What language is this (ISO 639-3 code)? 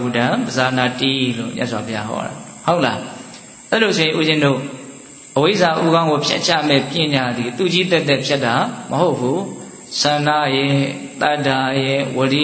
mya